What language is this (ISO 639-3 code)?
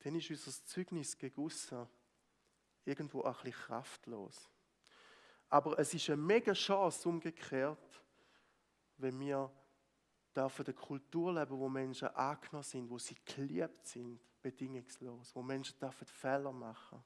gsw